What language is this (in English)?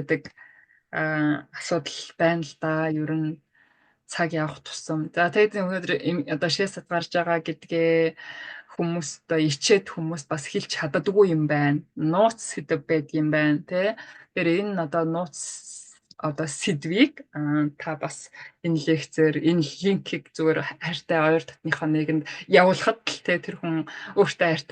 Mongolian